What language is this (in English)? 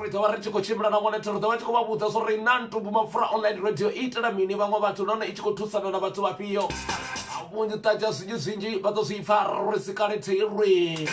Venda